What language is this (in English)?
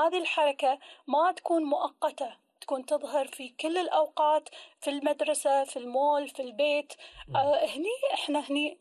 Gulf Arabic